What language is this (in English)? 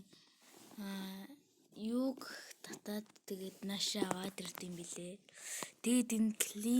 Mongolian